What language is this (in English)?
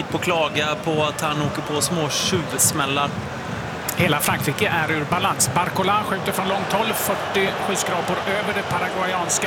Swedish